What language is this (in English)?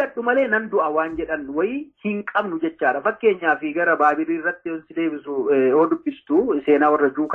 Oromo